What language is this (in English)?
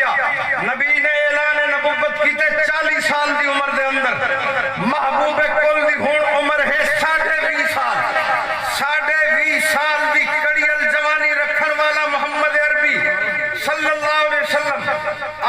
Saraiki